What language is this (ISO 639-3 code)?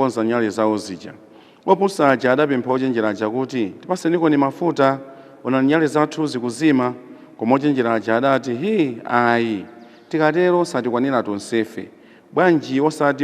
nya